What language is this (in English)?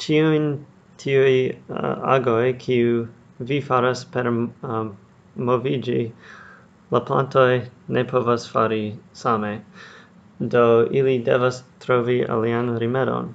Esperanto